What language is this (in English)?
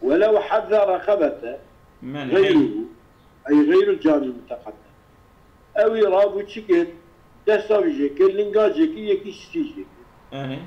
Kurdish